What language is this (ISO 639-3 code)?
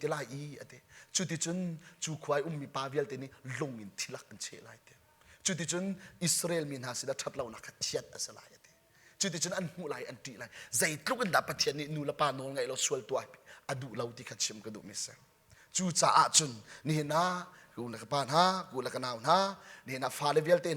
cnh